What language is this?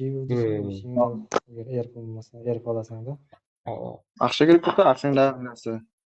Kara-Kalpak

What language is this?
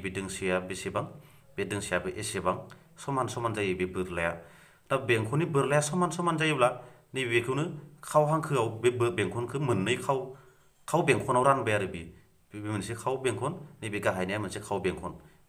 Bodo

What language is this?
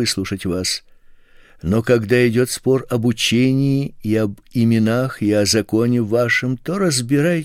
Russian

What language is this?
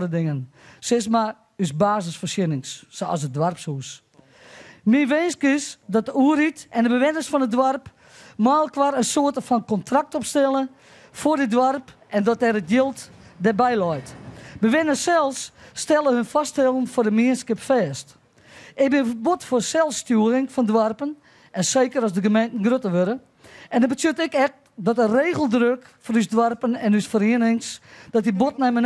Western Frisian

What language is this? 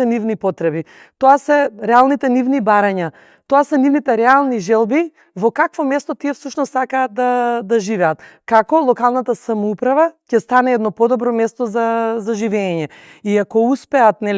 Macedonian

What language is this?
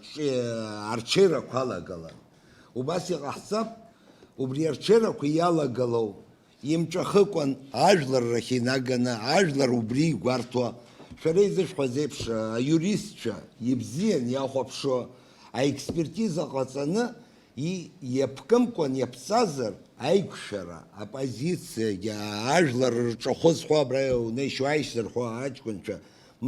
Abkhazian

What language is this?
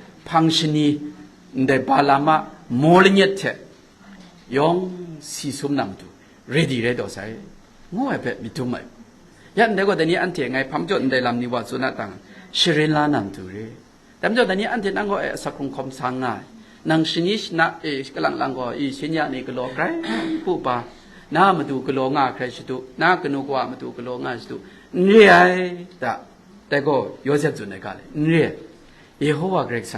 Kachin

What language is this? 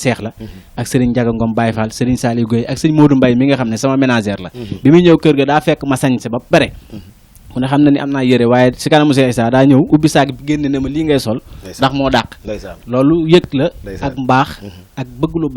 Wolof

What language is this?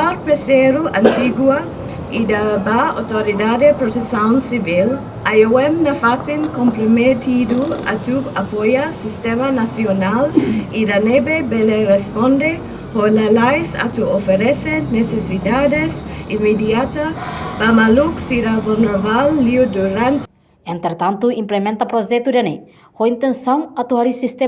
Tetum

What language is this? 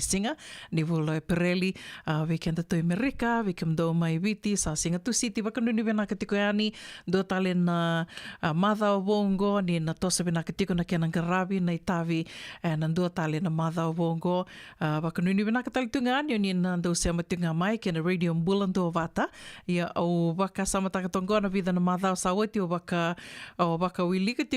Fijian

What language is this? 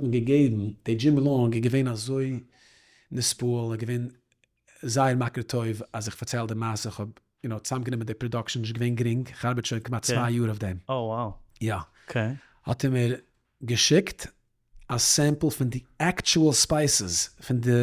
Yiddish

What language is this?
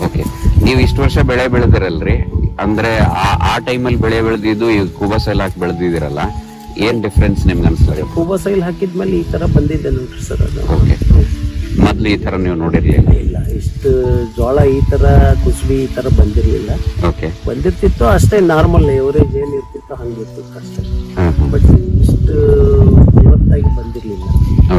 Kannada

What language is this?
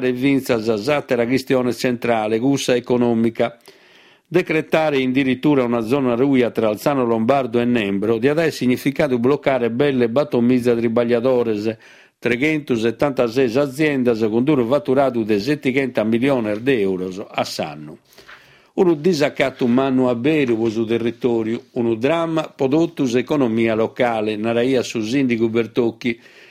Sardinian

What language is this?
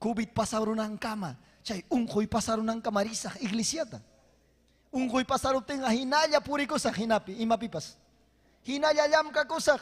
Ayacucho Quechua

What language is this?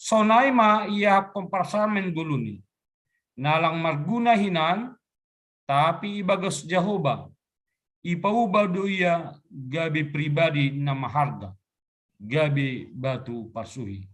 Batak Simalungun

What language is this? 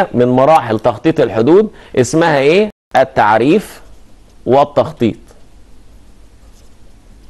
Egyptian Arabic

